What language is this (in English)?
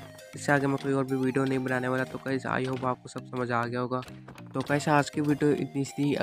Hindi